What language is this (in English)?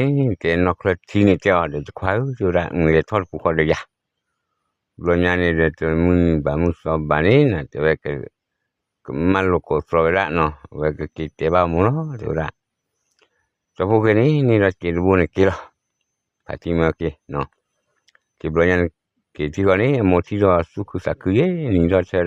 S'gaw Karen